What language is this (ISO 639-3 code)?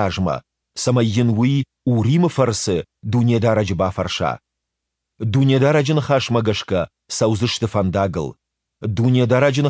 oss